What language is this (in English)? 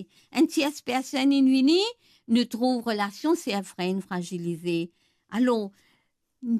Morisyen